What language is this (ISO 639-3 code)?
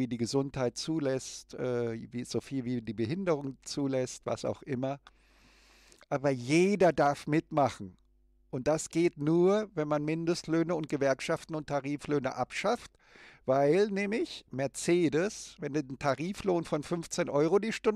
deu